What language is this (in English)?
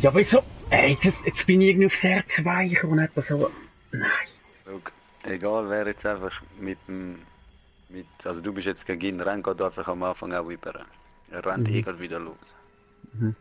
Swiss German